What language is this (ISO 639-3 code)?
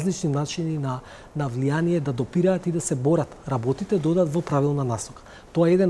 mkd